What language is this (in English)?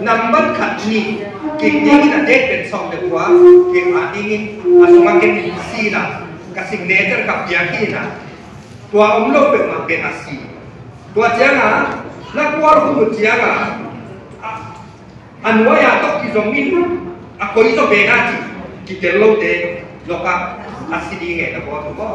Paite Chin